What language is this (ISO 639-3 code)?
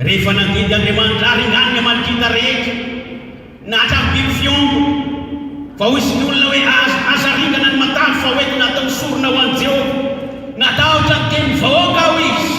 mlg